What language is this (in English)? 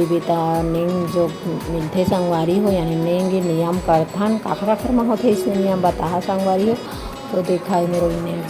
Chhattisgarhi